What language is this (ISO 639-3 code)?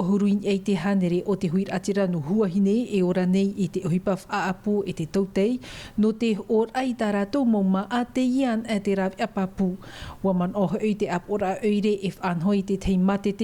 tah